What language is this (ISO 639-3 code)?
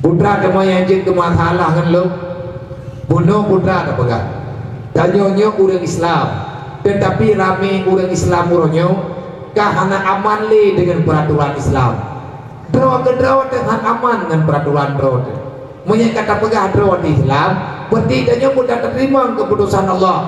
ace